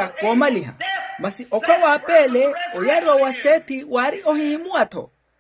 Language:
Makhuwa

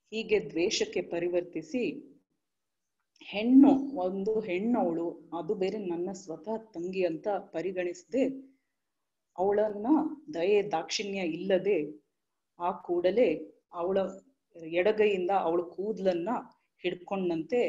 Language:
Kannada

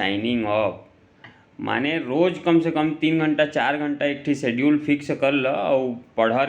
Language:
Chhattisgarhi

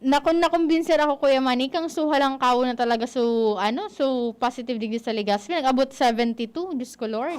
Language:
Bikol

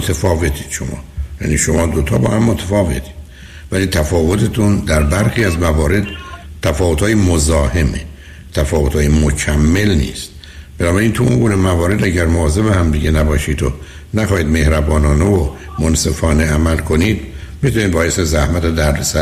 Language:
Persian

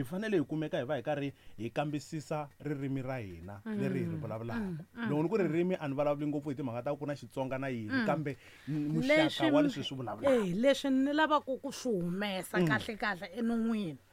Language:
Tsonga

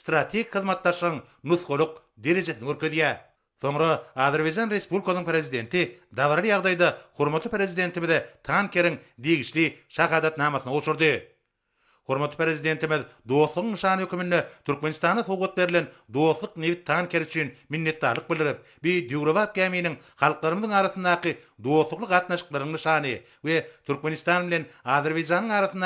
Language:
Turkmen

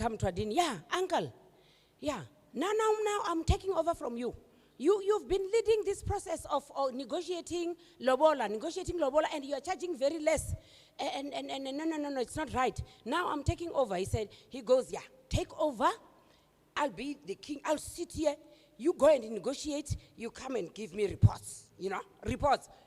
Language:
Venda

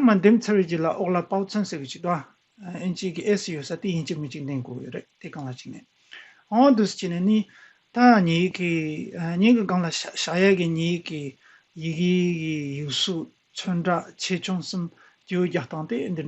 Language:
Tibetan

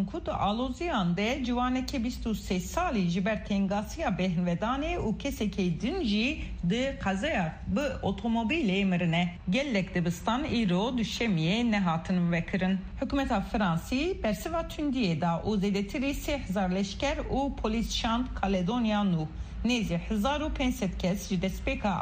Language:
Kurdish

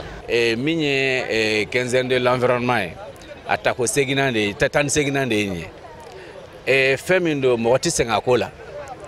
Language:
Bambara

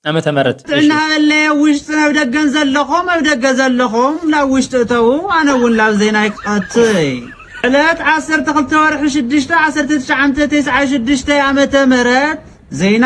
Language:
Tigrinya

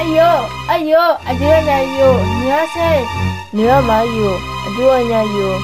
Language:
Akha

